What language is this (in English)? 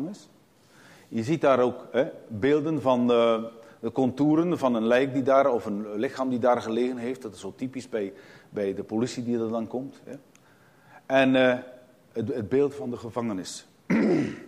Dutch